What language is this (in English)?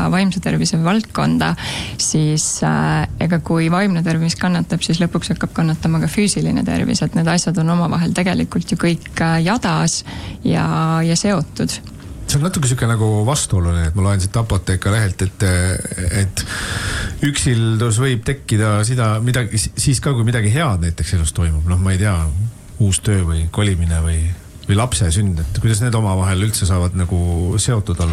Estonian